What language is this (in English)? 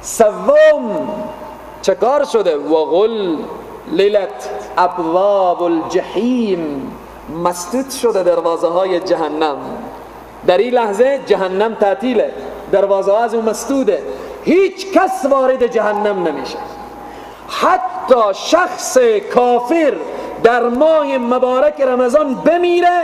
Persian